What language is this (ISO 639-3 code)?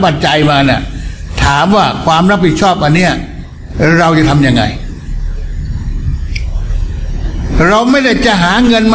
tha